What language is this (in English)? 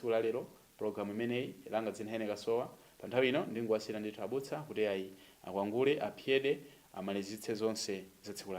Nyanja